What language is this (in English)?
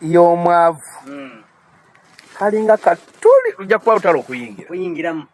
Ganda